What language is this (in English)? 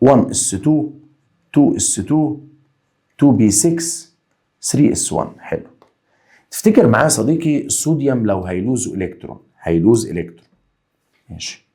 Egyptian Arabic